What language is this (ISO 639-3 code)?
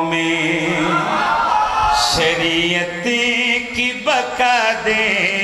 urd